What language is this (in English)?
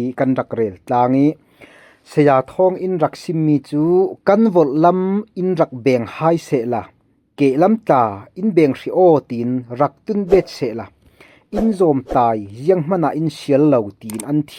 Falam Chin